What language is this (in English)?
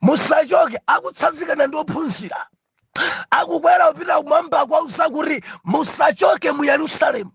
Nyanja